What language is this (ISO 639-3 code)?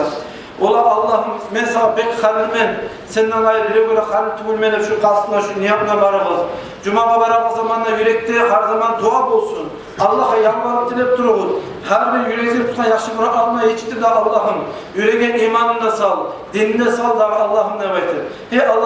kum